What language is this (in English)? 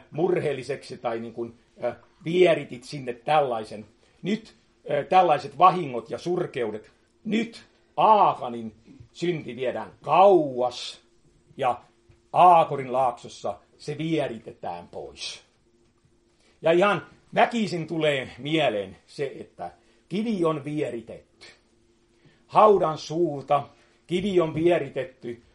Finnish